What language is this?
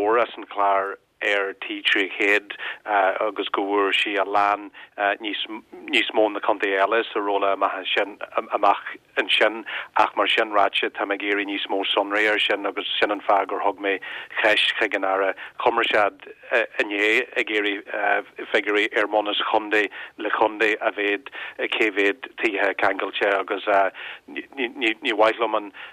Irish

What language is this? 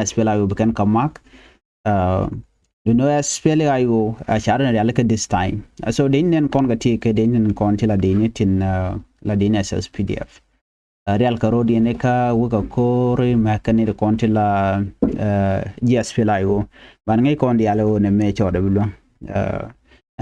Nuer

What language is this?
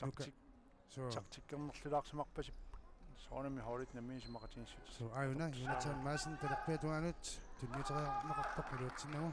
Kalaallisut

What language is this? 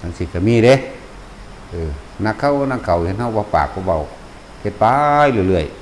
Northeastern Thai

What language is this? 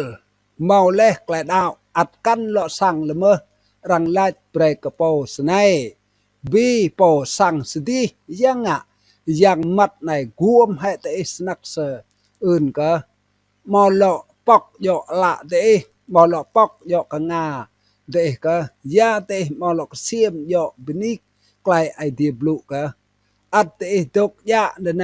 Rade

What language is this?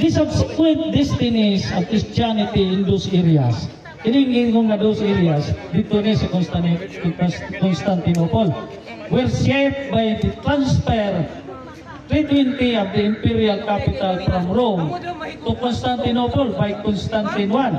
Cebuano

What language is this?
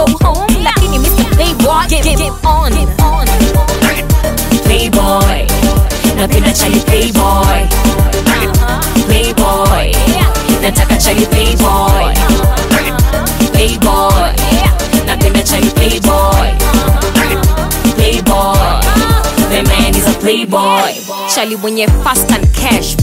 Swahili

